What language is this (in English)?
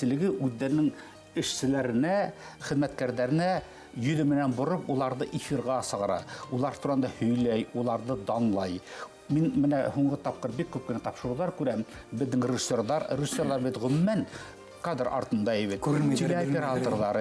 Bashkir